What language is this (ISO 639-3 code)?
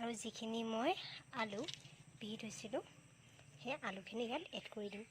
asm